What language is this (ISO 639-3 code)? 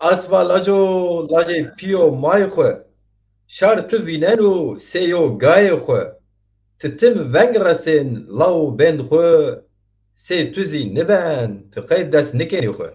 zza